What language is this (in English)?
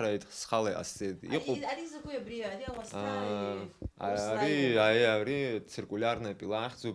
Abkhazian